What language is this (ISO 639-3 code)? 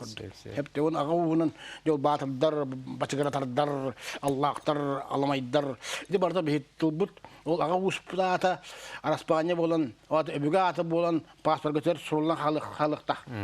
sah